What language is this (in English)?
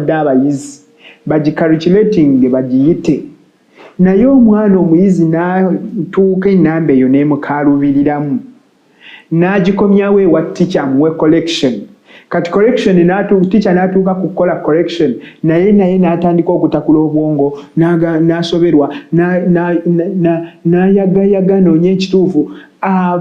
Ganda